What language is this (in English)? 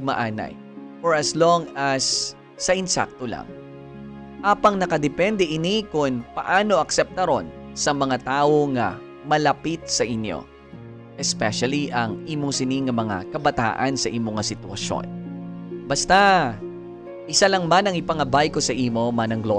Hiligaynon